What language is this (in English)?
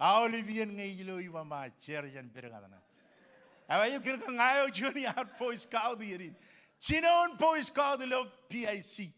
Marshallese